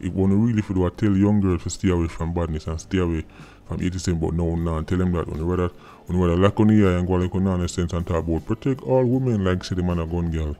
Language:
Jamaican Creole English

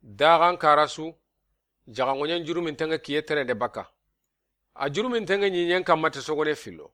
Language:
Soninke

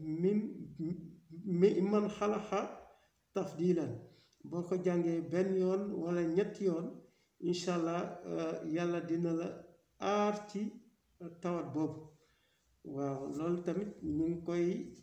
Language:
Wolof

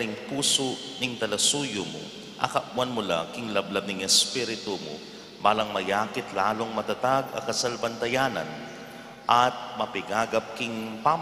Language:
Pampanga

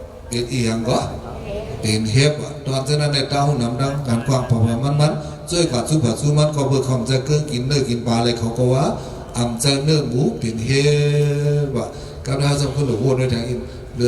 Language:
Shan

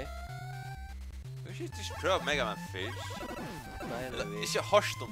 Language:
Faroese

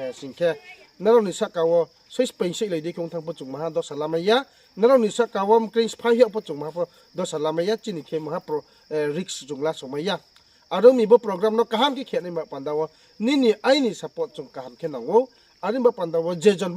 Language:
Riang (India)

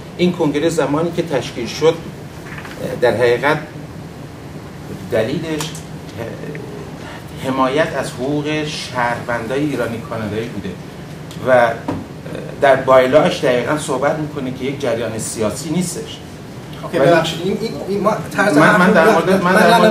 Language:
Persian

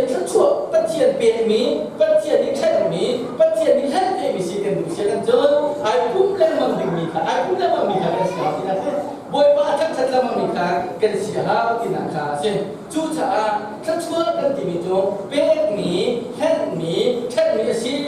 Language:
Hakha Chin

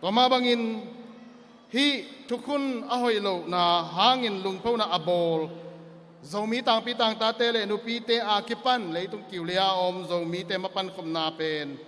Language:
Tedim Chin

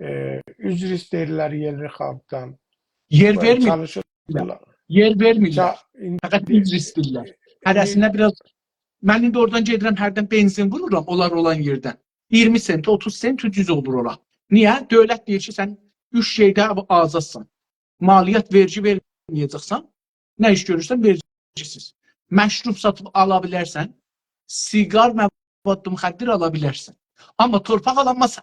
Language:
South Azerbaijani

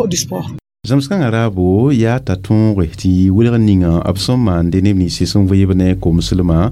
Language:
Mossi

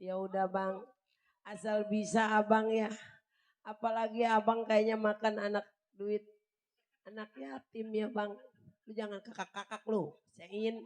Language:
Betawi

